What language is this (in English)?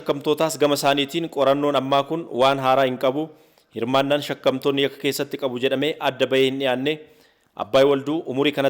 Oromo